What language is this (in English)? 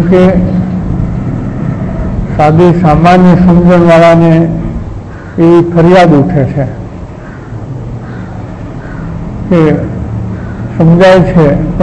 Gujarati